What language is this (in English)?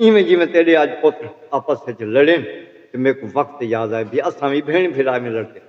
Saraiki